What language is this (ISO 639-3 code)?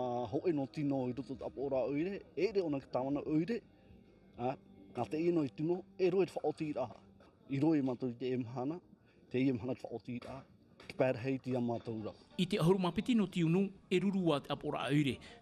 tah